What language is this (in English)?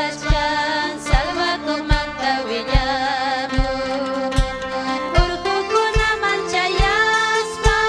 Ayacucho Quechua